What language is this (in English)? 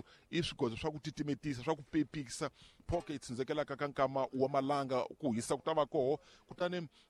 Tsonga